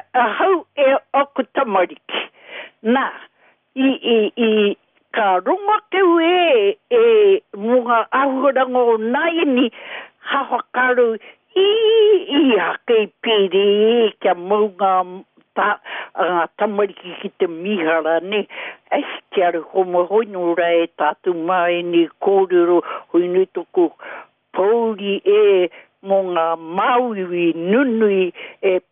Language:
Māori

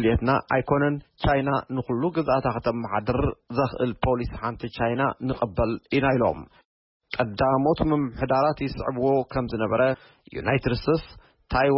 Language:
Tigrinya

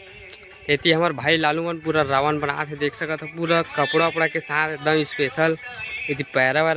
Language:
Chhattisgarhi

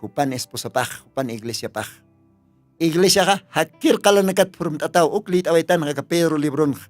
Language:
Aymara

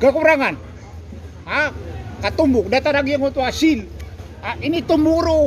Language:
Maranao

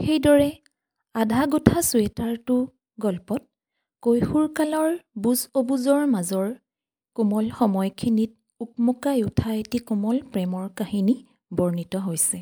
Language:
Assamese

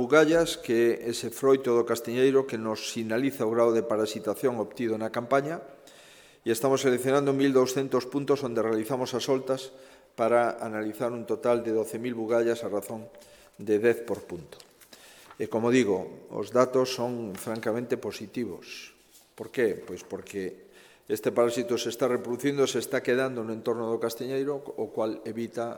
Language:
Galician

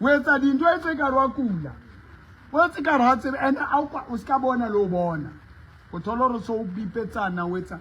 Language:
Southern Sotho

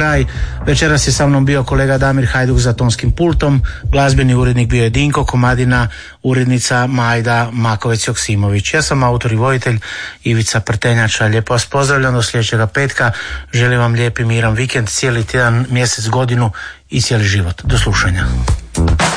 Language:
Croatian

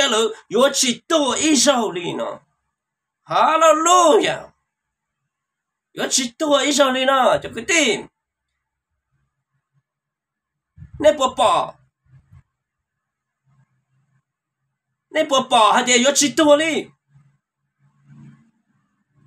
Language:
Vietnamese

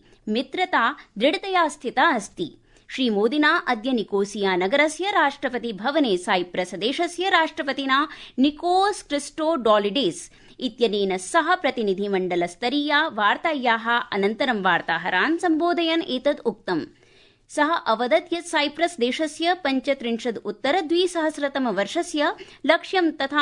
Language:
Sanskrit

